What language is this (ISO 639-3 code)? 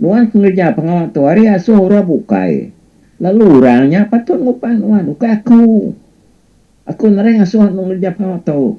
iba